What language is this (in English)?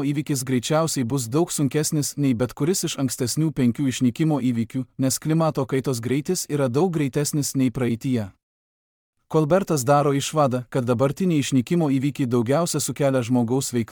Lithuanian